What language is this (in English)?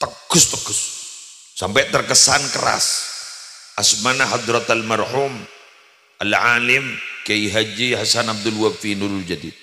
Madurese